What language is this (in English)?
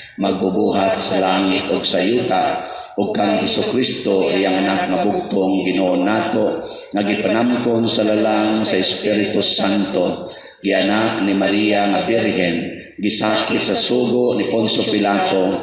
Cebuano